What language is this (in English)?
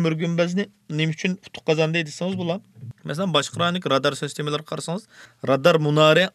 Uyghur